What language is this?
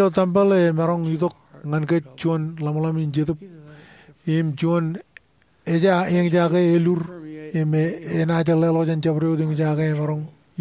Marshallese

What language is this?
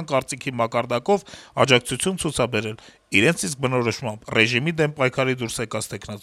Armenian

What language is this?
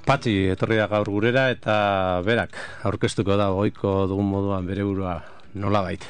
Basque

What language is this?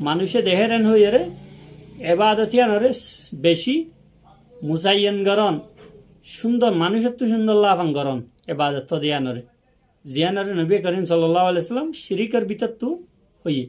Rohingya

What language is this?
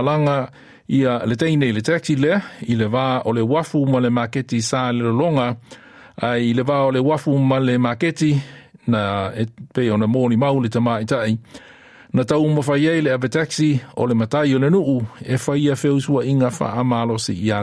Samoan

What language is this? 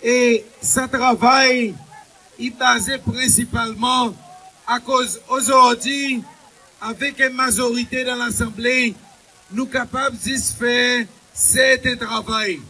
Seselwa Creole French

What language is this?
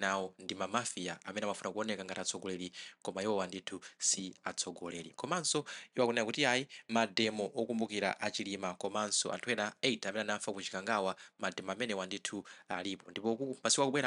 Nyanja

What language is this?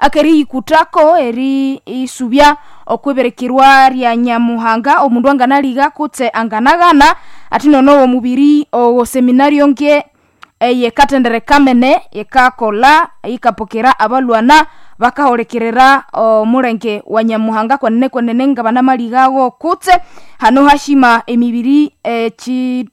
Nande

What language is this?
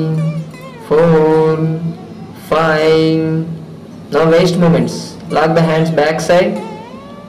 Telugu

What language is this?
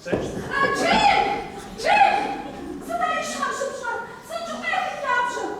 Kabardian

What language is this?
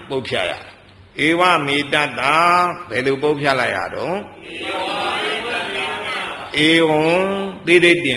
Burmese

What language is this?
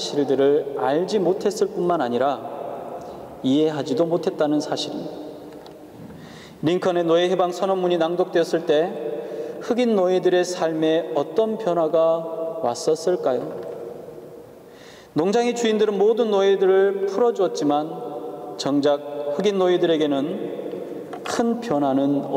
Korean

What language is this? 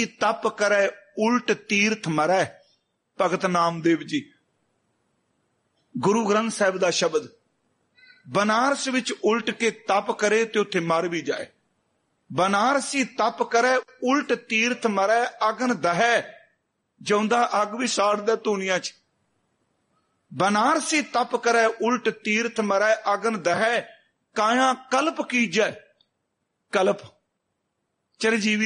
Punjabi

